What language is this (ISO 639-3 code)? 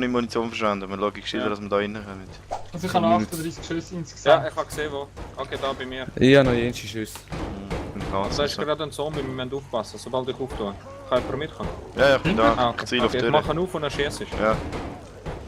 gsw